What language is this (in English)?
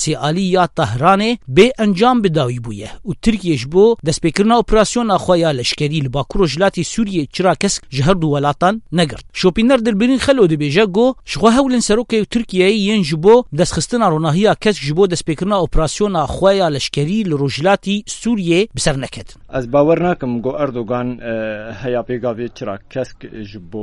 Kurdish